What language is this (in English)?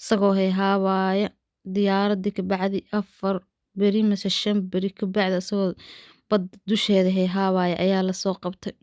Somali